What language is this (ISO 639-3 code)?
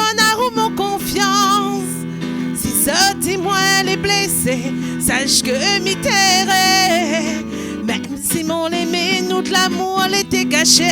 rcf